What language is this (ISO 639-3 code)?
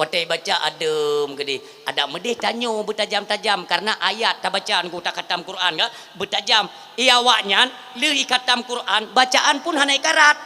ace